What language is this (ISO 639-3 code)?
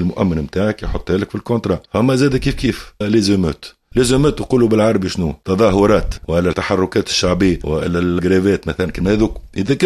aeb